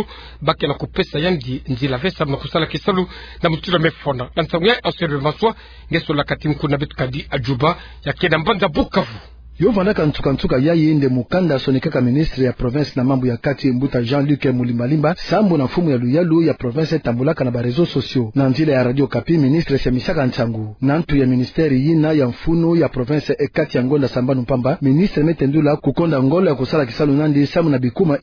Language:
Kituba (Democratic Republic of Congo)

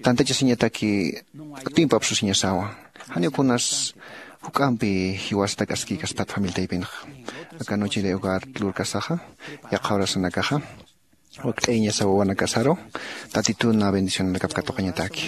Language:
Aymara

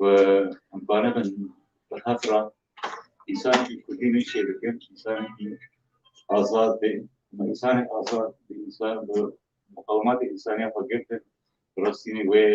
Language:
Kurdish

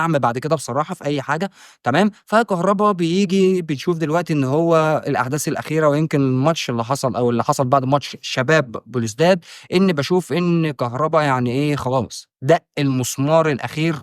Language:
Egyptian Arabic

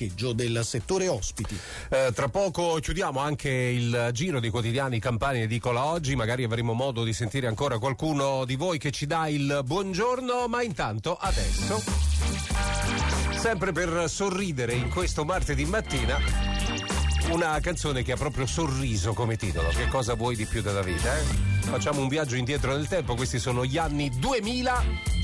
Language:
Italian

